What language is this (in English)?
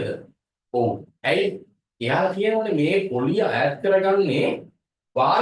Sinhala